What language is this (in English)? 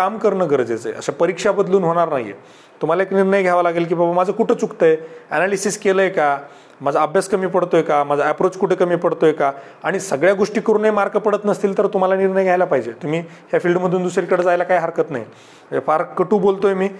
Marathi